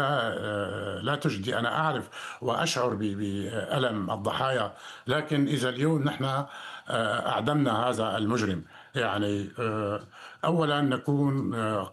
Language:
Arabic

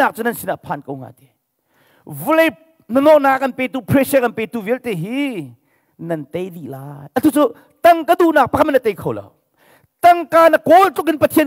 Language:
Hakha Chin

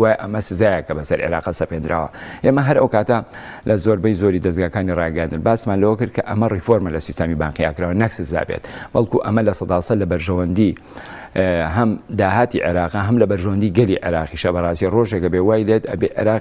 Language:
Central Kurdish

